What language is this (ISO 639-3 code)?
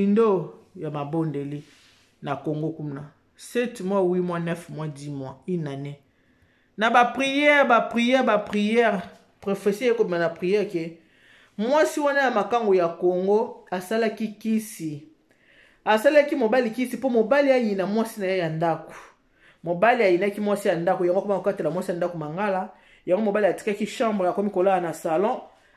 lin